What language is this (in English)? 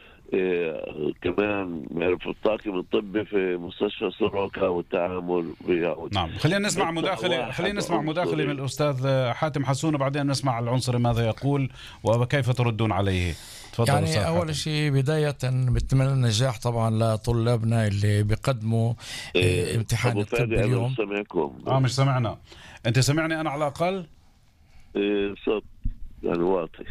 North Levantine Arabic